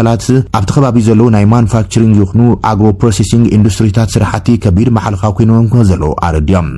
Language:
Tigrinya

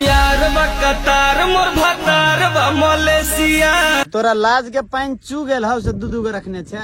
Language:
Maithili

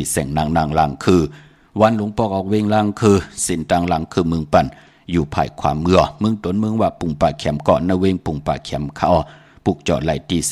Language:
Shan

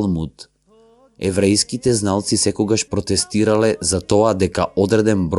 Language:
Macedonian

